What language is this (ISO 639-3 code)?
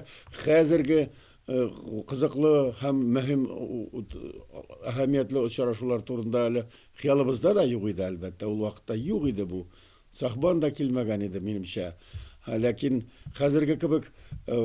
tat